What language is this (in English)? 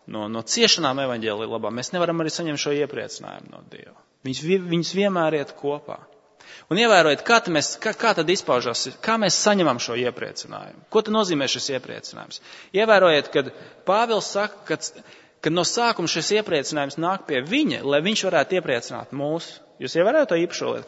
Latvian